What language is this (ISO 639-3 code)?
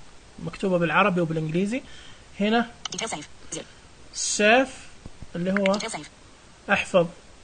ars